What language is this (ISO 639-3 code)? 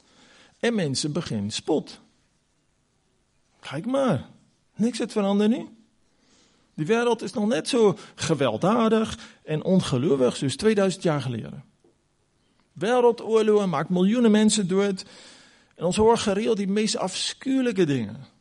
afr